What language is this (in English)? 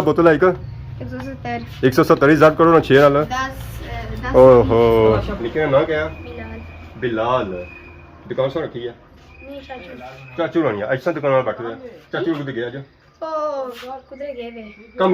Pahari-Potwari